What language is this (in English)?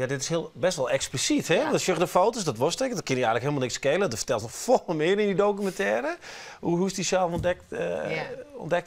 Western Frisian